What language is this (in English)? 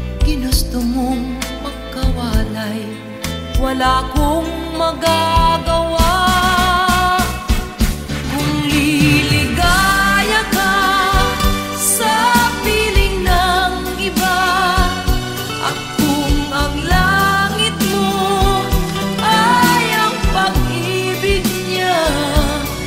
Filipino